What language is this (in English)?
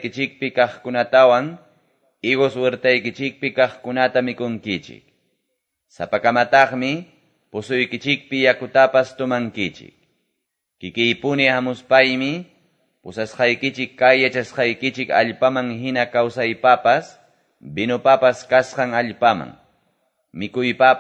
Quechua